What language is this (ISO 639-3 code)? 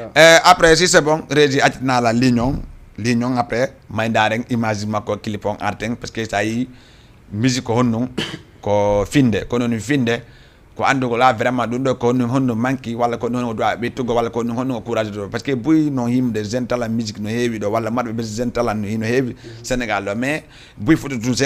ful